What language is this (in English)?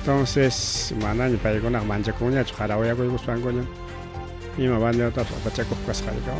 Ayacucho Quechua